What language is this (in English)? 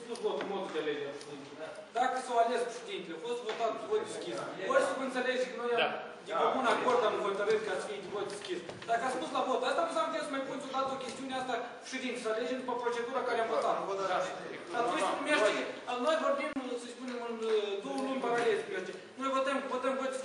Romanian